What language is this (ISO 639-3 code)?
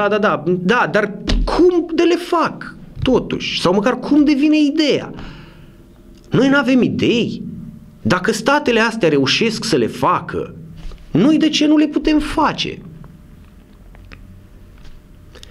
ron